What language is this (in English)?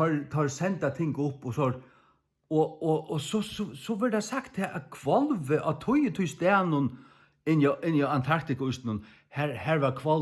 Faroese